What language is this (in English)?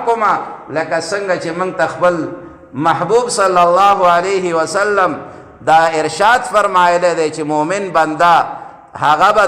Pashto